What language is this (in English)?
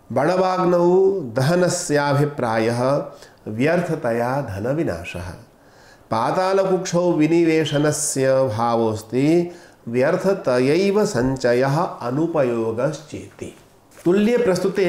Sanskrit